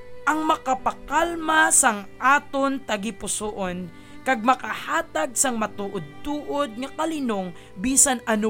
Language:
Hiligaynon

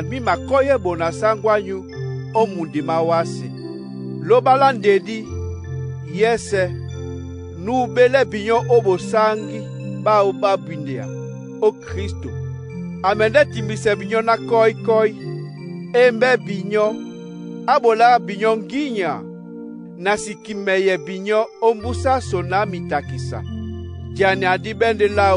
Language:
Duala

